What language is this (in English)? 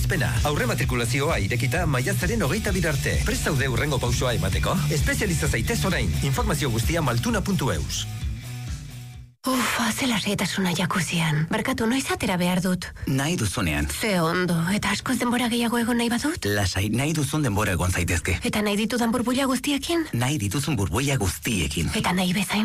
Basque